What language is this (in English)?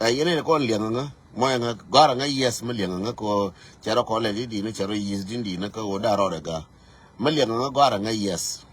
Nuer